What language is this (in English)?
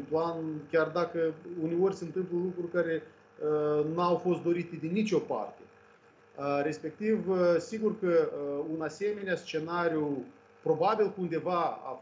Romanian